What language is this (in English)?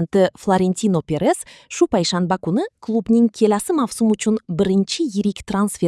Uzbek